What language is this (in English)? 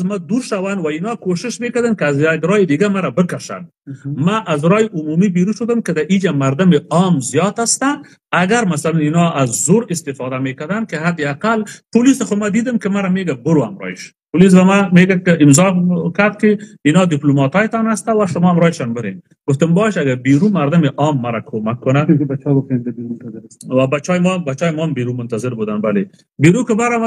Persian